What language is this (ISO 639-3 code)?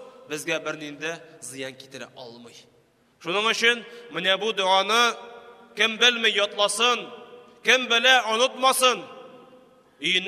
tat